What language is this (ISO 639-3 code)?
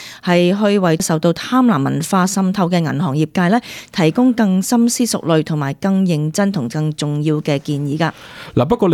yue